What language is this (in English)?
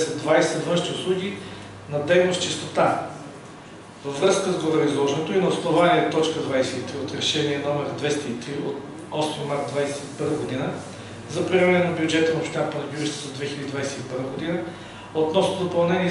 Bulgarian